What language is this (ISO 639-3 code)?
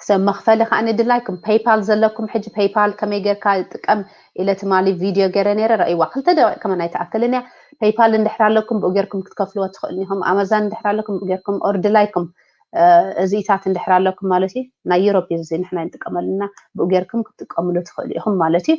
tir